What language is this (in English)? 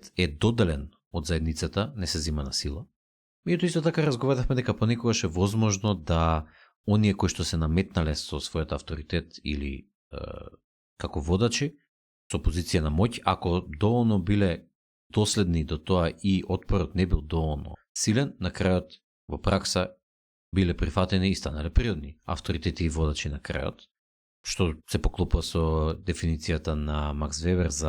Macedonian